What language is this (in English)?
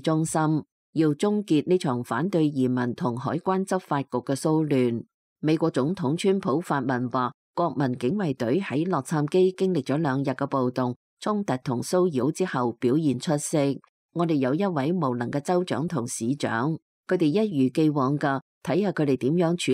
Cantonese